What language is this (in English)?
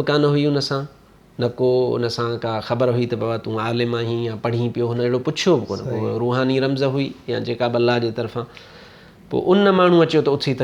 Sindhi